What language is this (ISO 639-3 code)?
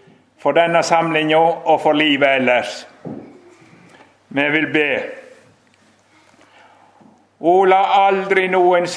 nor